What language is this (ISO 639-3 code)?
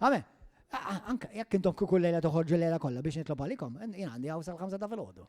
mlt